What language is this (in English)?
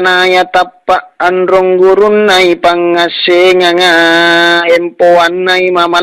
Makasar